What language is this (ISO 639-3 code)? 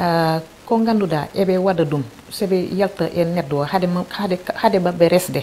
ful